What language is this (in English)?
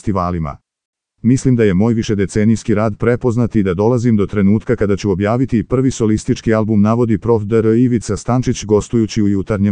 Serbian